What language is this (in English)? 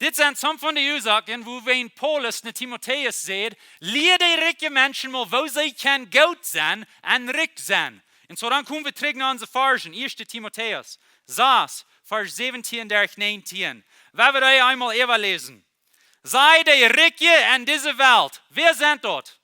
Plautdietsch